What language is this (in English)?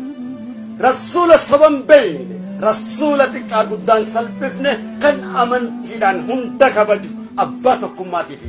Oromo